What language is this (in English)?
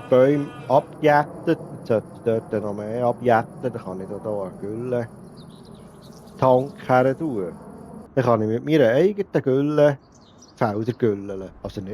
Swiss German